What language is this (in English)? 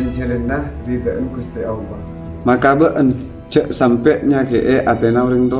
Madurese